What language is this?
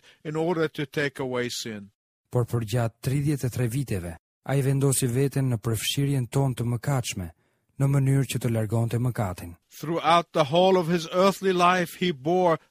Albanian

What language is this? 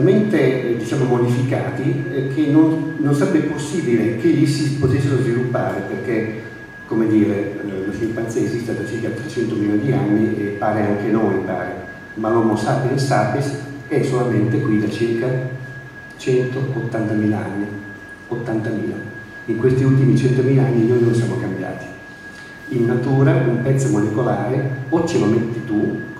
Italian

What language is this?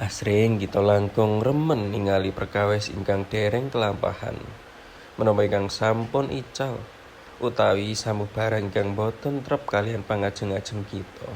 Javanese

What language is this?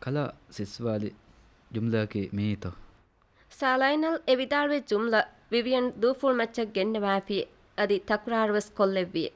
Divehi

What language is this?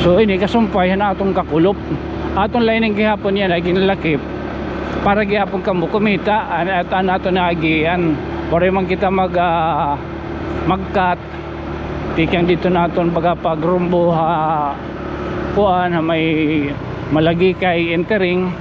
Waray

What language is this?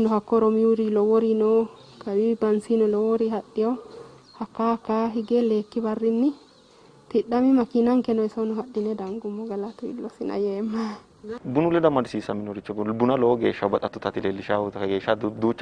Sidamo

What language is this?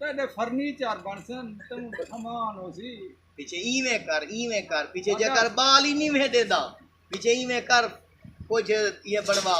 Saraiki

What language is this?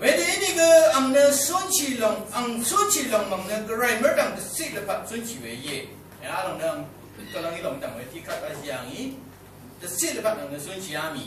Rawang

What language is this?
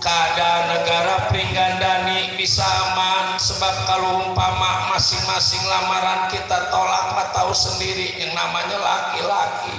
Betawi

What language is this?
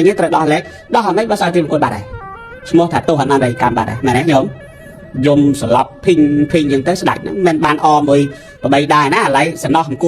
Khmer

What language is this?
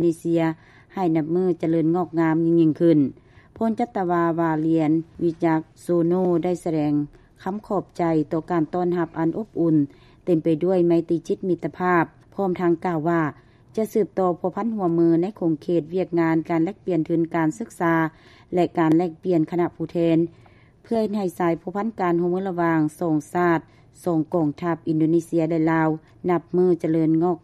Lao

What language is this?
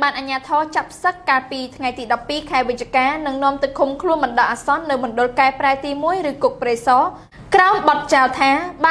Khmer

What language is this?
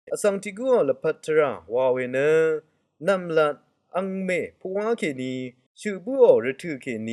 Rawang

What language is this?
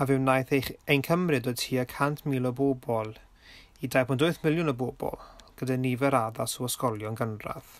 Welsh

